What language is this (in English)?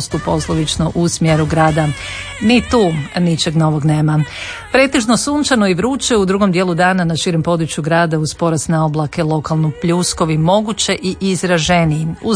Croatian